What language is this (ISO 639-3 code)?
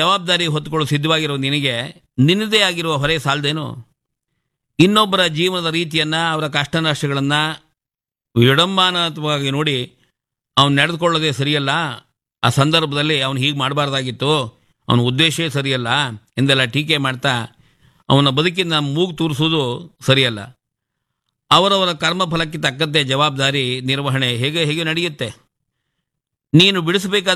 kan